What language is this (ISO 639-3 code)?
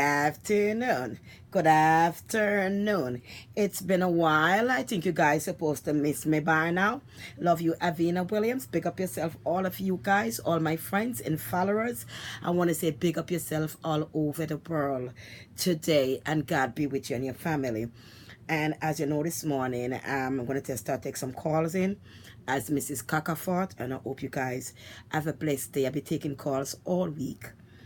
jam